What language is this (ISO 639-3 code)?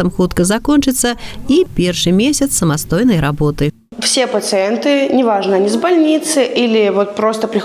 bel